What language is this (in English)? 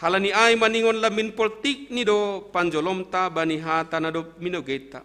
Batak Simalungun